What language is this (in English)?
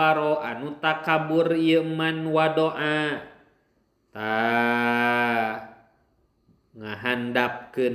Sundanese